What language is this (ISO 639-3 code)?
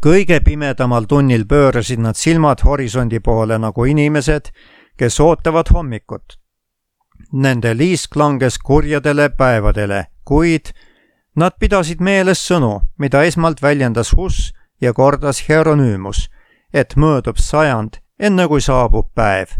est